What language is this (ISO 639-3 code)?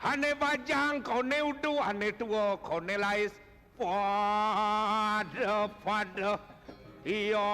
ban